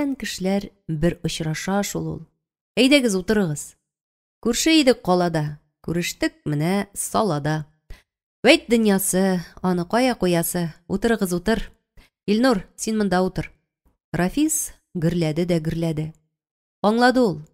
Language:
Tatar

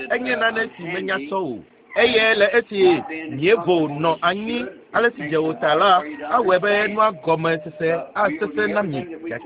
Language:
Ewe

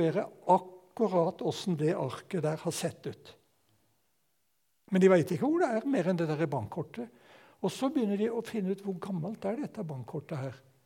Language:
Norwegian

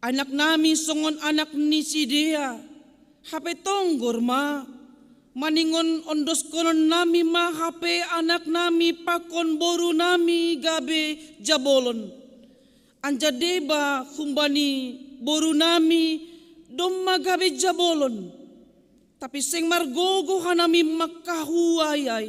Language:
Batak Simalungun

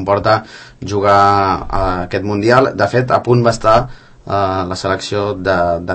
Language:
Catalan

